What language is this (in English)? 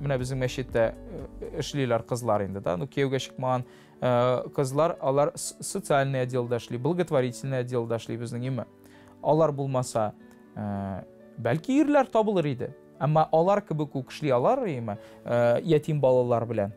Tatar